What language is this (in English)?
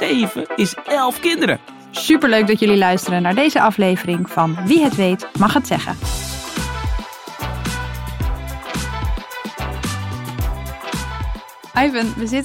Dutch